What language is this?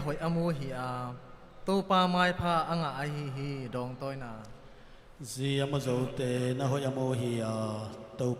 Tedim Chin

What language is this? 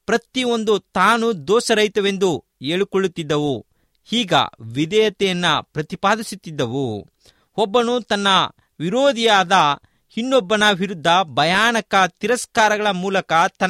Kannada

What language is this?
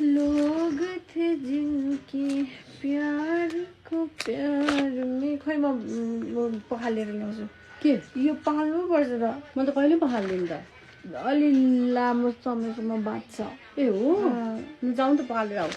Nepali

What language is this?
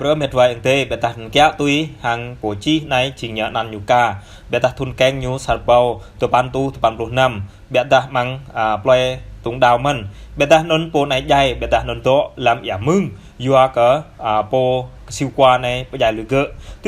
Jarai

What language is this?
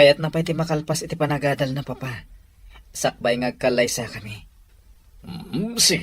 Iloko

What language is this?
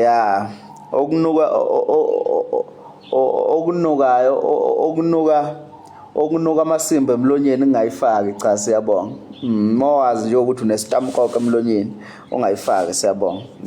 Zulu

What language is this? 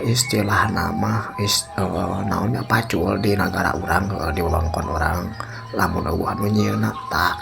Sundanese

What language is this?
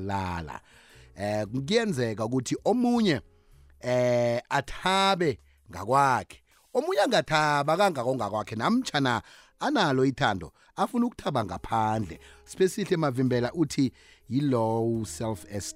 South Ndebele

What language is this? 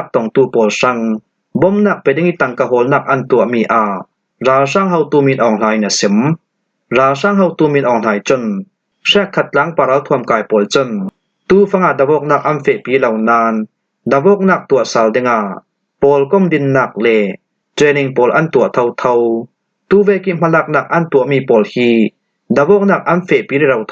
Falam Chin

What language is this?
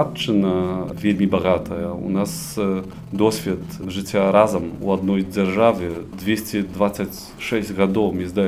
Belarusian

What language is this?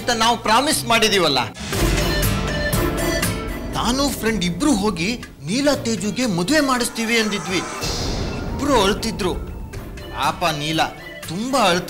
Kannada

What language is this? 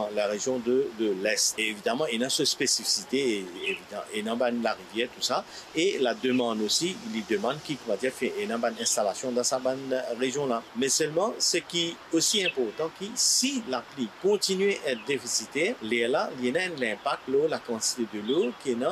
Morisyen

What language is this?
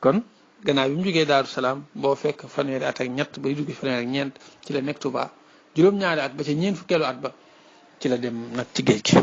Wolof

